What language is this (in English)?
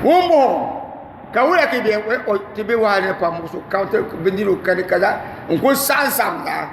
Dagbani